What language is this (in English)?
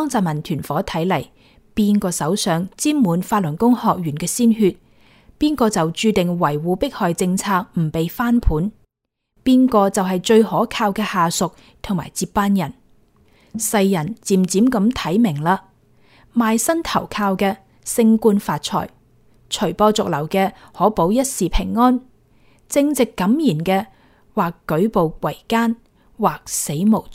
Cantonese